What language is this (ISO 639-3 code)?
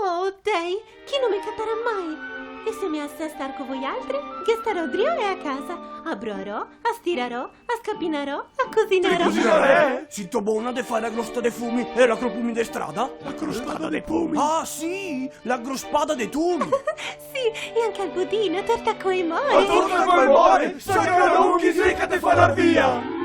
vec